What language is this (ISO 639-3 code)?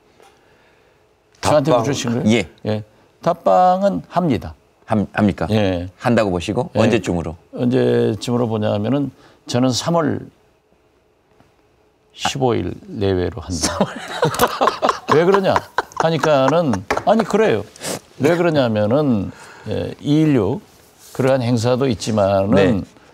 kor